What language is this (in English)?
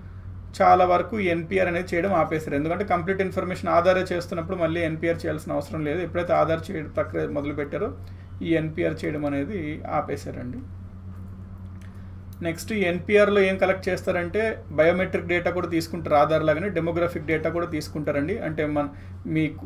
Telugu